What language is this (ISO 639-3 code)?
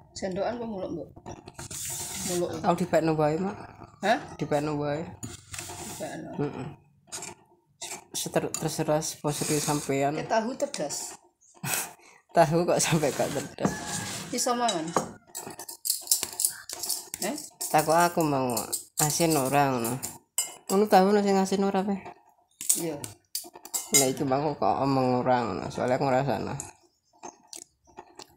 jav